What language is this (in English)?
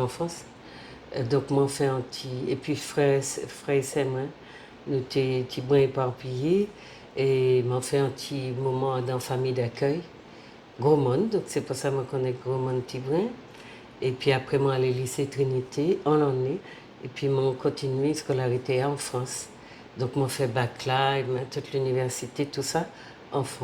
Guadeloupean Creole French